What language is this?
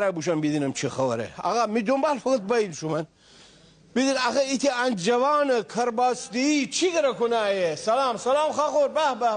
Gilaki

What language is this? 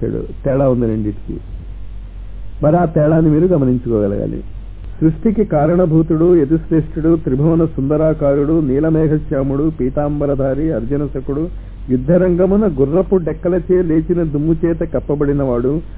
Telugu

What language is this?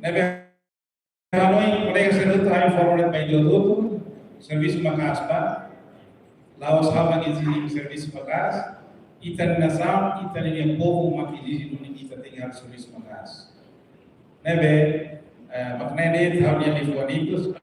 Tetum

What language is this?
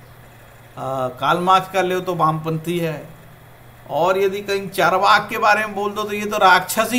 Hindi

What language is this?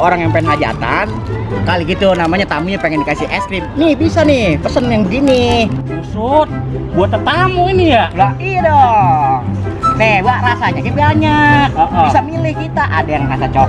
Betawi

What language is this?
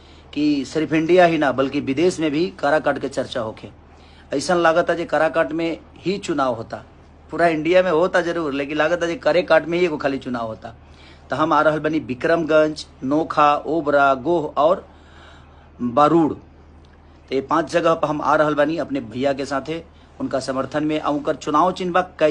Bhojpuri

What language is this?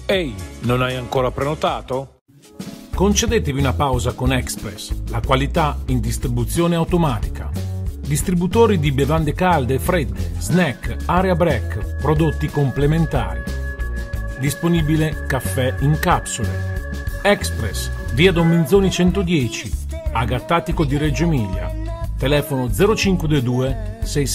Italian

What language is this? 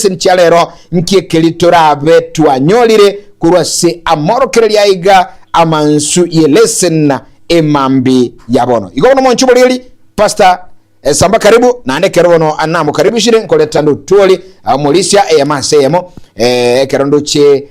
Gusii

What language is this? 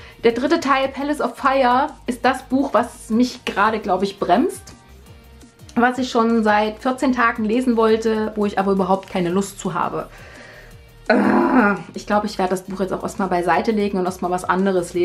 German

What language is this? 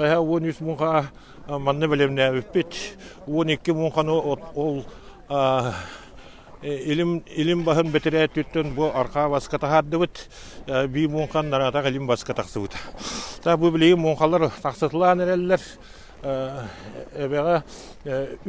Yakut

